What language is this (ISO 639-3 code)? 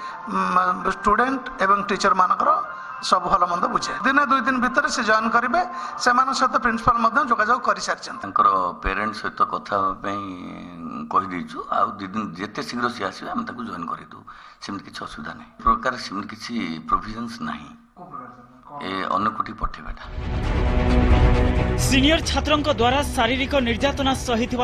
ori